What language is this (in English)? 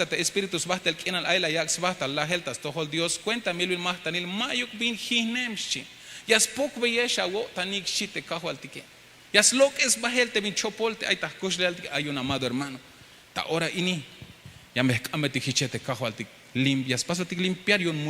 Tzeltal